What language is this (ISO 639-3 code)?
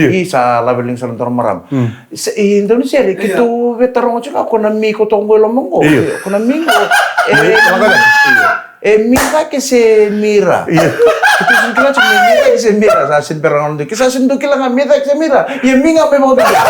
fij